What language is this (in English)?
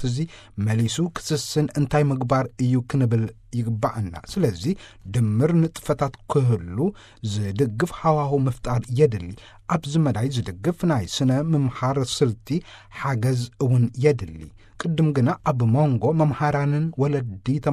Tigrinya